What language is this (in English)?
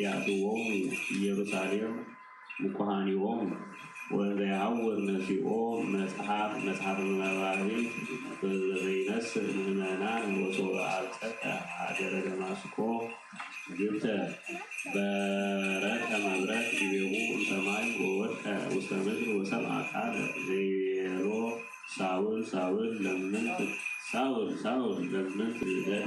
Geez